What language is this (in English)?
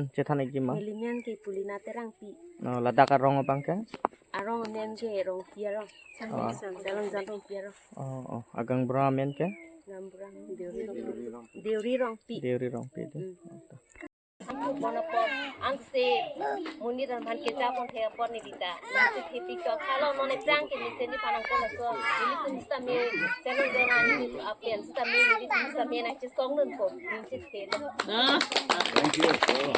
Karbi